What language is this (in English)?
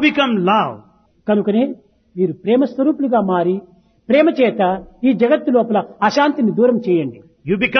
Telugu